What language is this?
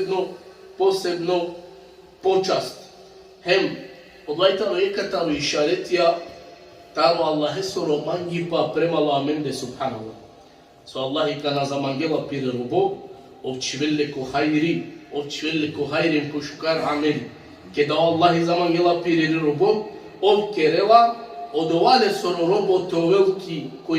Balkan Romani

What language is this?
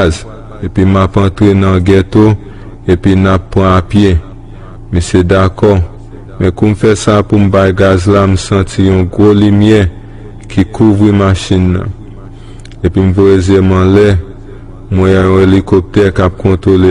Haitian Creole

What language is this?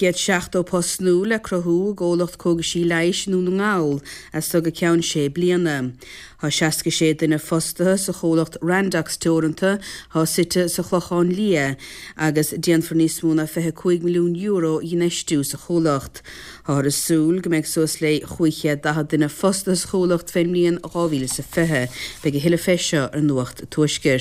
Irish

